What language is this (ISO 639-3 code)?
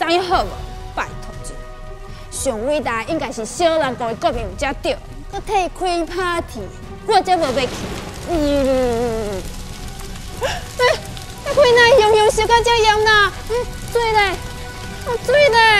nan